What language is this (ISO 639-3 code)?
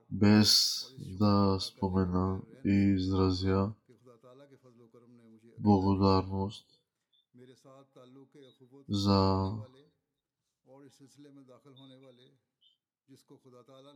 bul